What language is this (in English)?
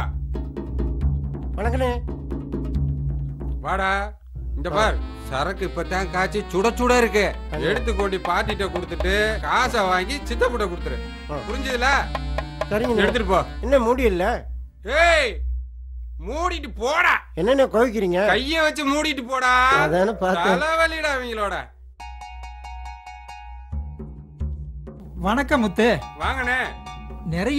Tamil